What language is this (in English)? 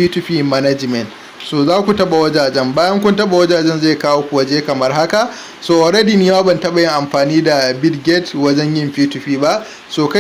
Hausa